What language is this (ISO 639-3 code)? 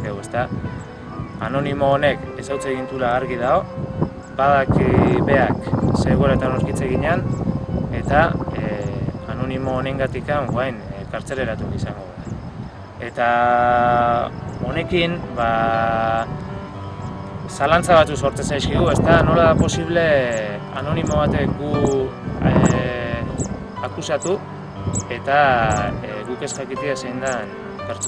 eus